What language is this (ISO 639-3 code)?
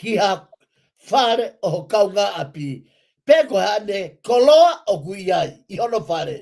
ton